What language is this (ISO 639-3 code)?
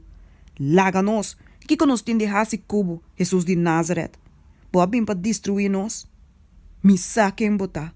pap